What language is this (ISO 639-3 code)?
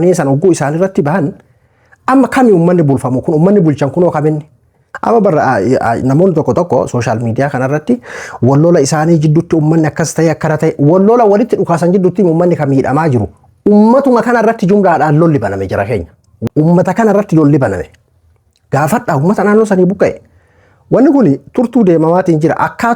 orm